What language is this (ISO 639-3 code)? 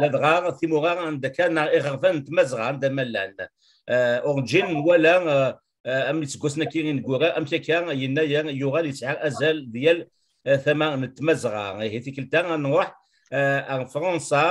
kab